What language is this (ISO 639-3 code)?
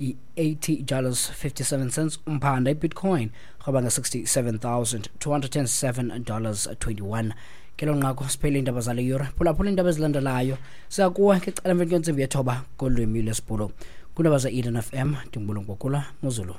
xho